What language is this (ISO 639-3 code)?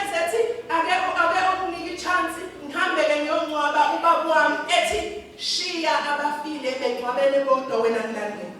zul